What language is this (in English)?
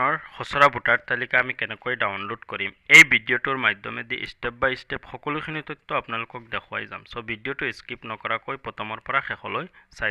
Assamese